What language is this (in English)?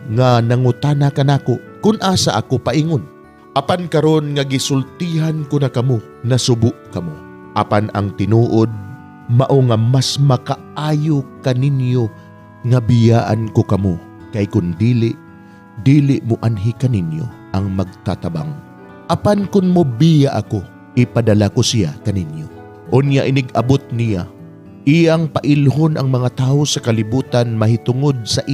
Cebuano